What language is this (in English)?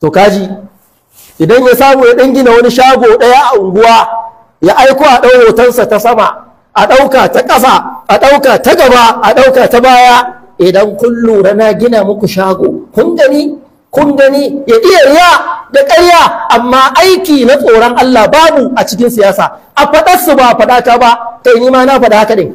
Hausa